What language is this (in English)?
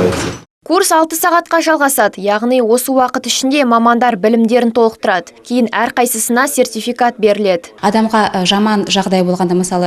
Kazakh